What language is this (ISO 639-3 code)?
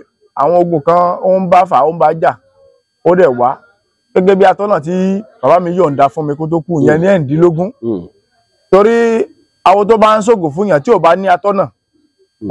yor